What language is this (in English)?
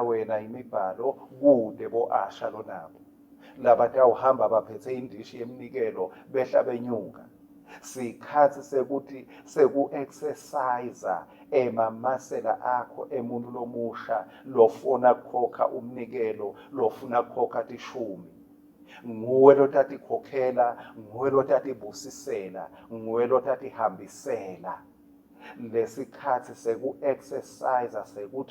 Swati